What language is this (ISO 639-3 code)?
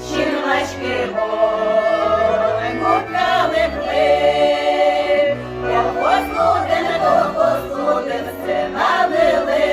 udm